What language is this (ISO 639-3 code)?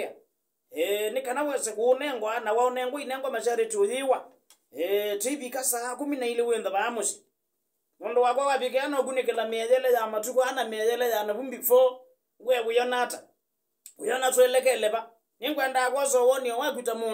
kam